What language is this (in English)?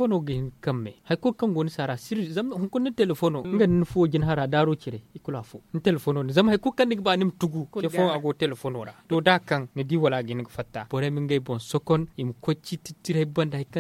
Zarma